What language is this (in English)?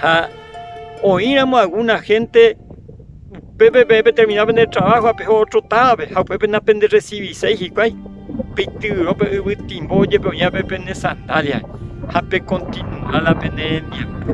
Guarani